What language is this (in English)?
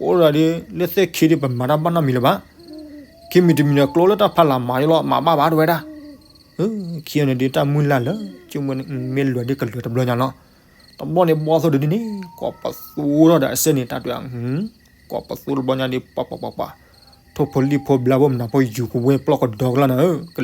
S'gaw Karen